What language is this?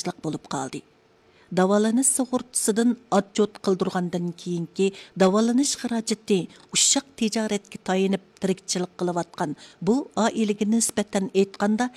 Uyghur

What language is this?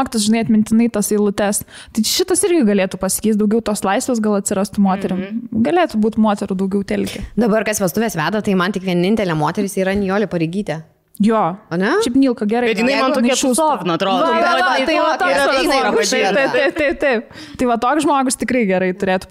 Lithuanian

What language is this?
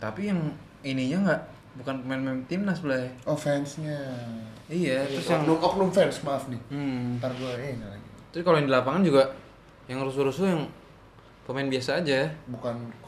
Indonesian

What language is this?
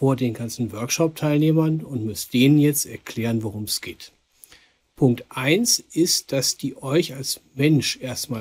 German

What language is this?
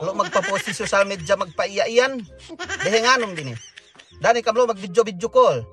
Yakan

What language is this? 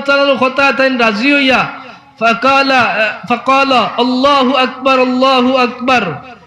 Sylheti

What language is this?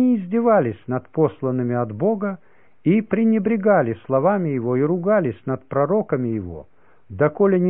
Russian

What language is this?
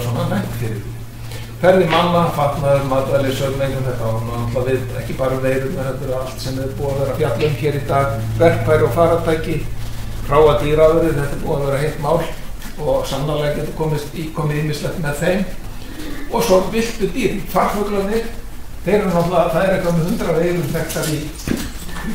Icelandic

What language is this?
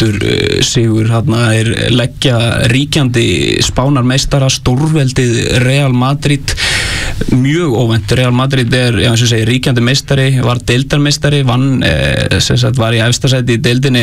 Icelandic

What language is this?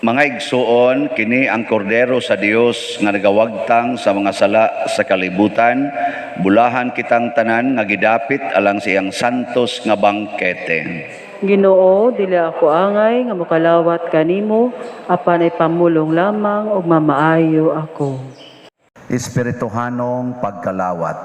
Cebuano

